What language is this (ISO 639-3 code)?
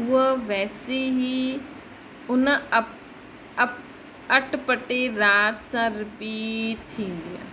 snd